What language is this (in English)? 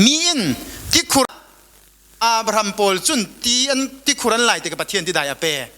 Falam Chin